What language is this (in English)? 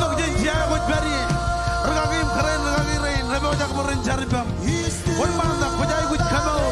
Marshallese